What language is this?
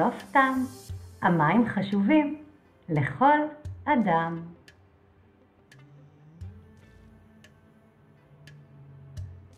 Hebrew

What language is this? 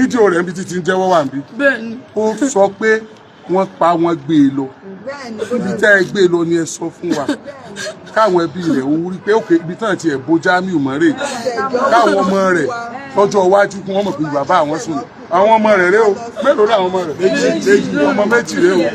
Yoruba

